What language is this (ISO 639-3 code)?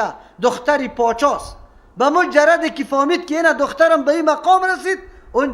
fas